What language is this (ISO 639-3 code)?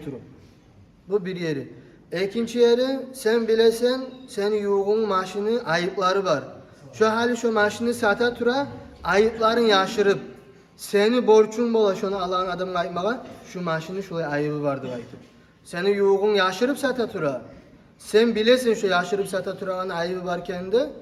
kum